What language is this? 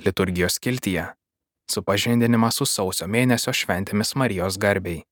Lithuanian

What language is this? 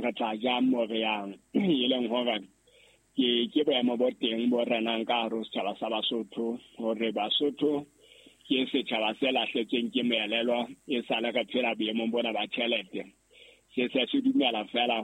Southern Sotho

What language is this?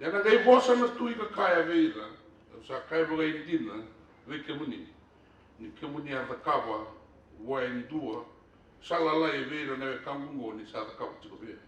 Fijian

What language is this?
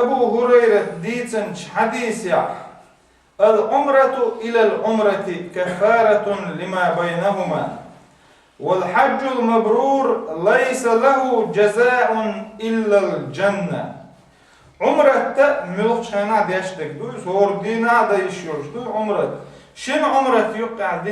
Chechen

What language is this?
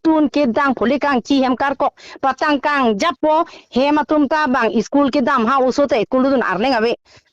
Karbi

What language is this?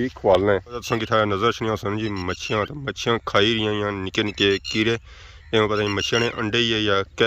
Pahari-Potwari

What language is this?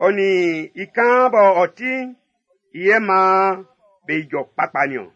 Baoulé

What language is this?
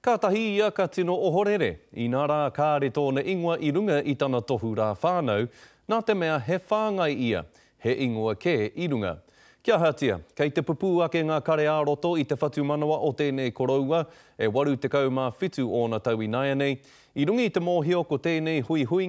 Māori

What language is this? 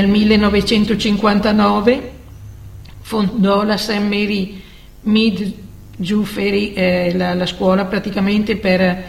Italian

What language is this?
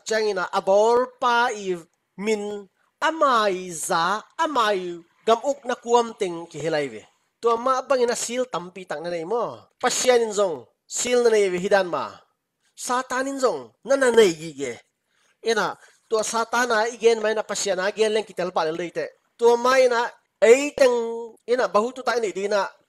Tedim Chin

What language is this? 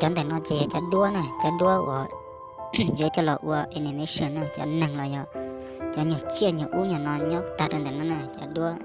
Hmong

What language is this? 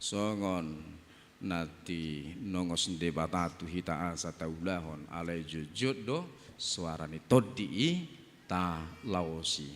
Batak Toba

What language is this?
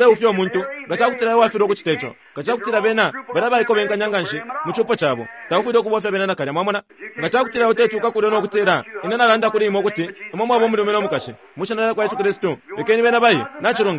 Bemba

